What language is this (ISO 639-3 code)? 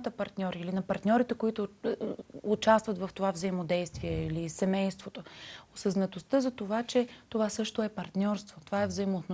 bul